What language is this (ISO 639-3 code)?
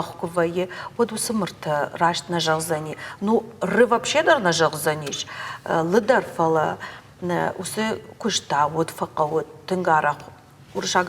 oss